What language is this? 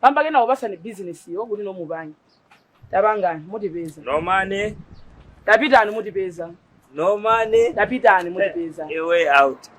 Nyanja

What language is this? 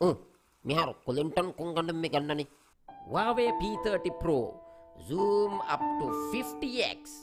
Divehi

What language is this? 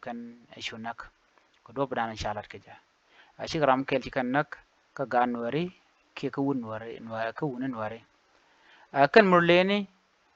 Nuer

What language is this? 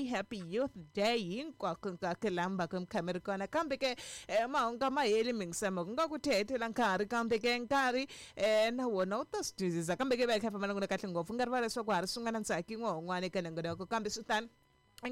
Tsonga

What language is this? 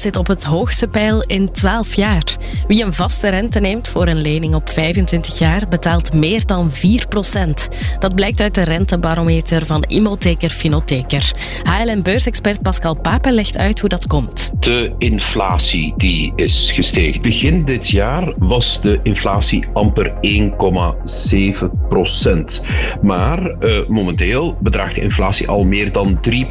Dutch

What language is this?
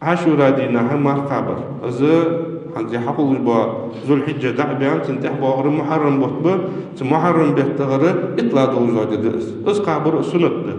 Ingush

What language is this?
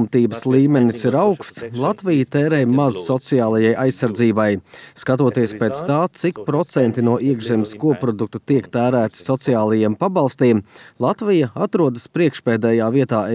Latvian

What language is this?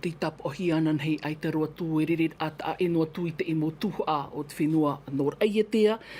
Tahitian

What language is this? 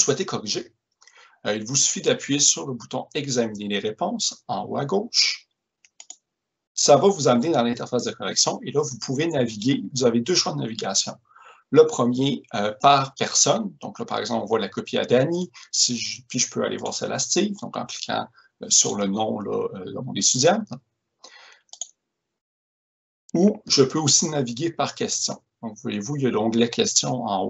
French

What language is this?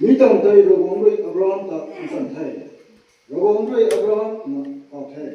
Rongmei Naga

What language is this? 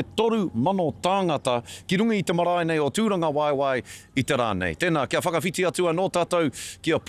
Māori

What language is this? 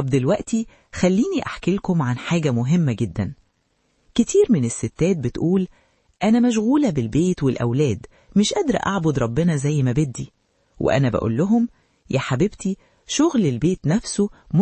Egyptian Arabic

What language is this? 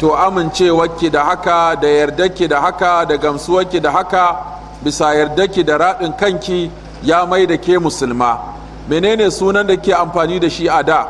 Hausa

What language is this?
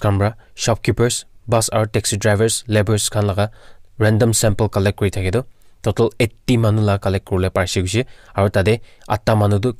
Naga Pidgin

